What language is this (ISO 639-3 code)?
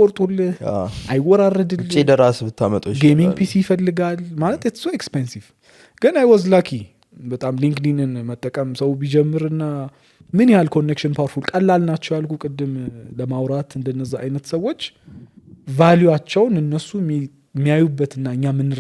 amh